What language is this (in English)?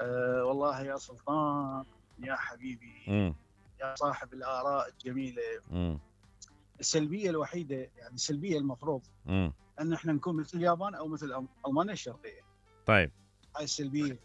Mesopotamian Arabic